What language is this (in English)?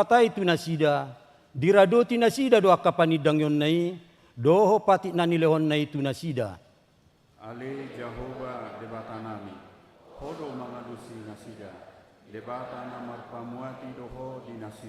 Batak Toba